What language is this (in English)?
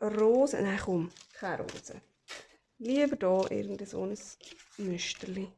Swiss German